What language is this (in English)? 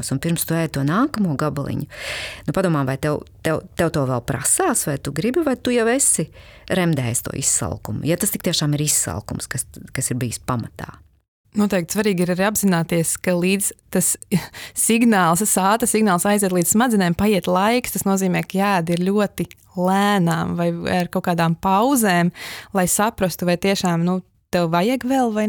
Latvian